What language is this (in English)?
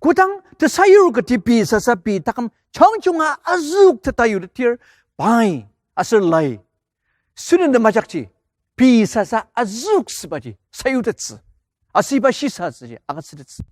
Ao Naga